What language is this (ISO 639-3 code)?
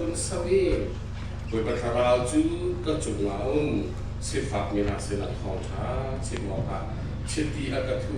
cnh